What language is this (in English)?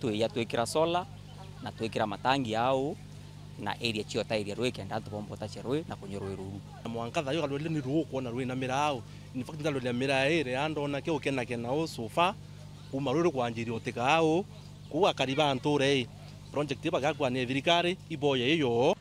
Meru